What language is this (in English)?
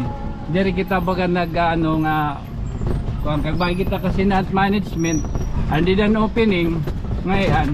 Waray